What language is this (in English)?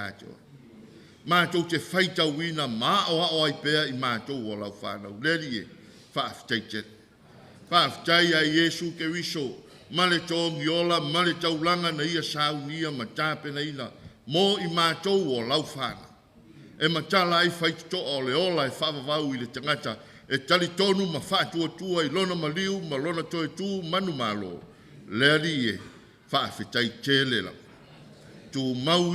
Samoan